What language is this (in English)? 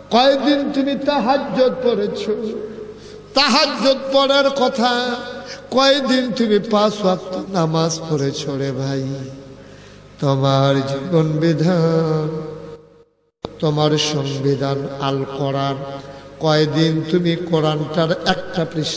Bangla